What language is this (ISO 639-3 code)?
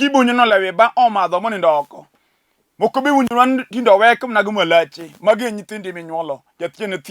luo